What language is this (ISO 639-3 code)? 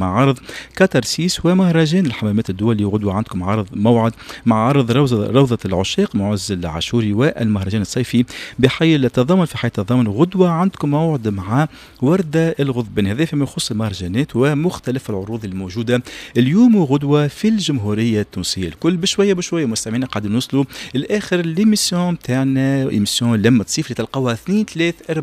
aeb